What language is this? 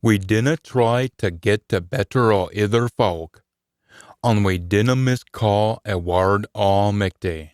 Scots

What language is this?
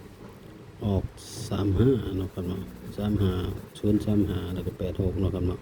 Northeastern Thai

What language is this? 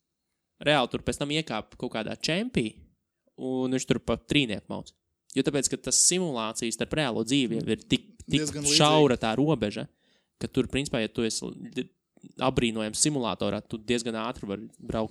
Latvian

